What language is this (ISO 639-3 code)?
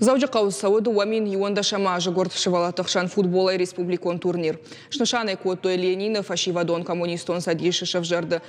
oss